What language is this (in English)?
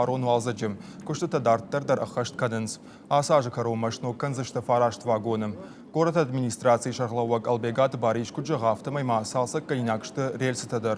Ossetic